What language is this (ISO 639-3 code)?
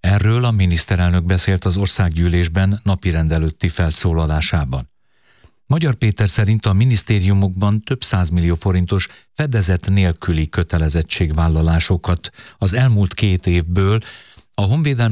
hun